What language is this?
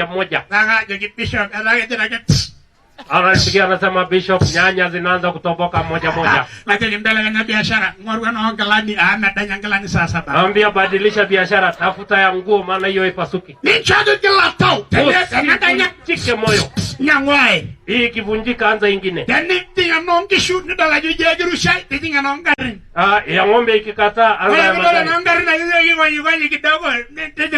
Masai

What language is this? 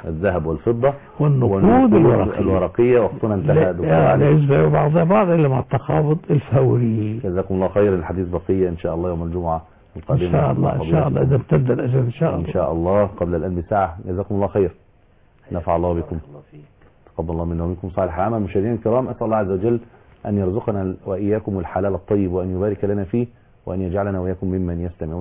Arabic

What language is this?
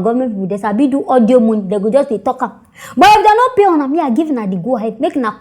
Nigerian Pidgin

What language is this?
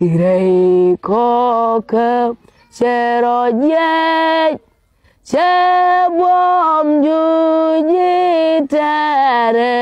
Nuer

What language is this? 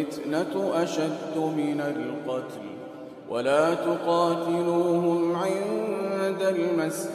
Arabic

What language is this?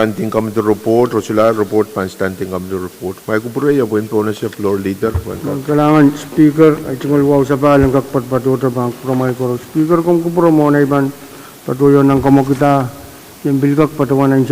Pohnpeian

